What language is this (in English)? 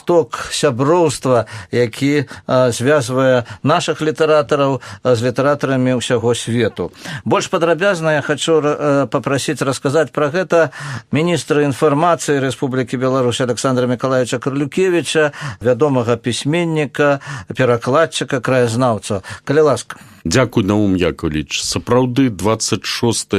Belarusian